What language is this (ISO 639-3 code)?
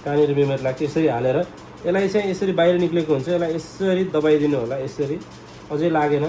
nep